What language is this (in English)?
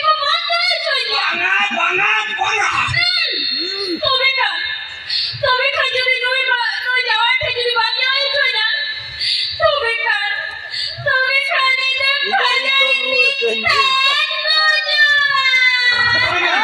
Santali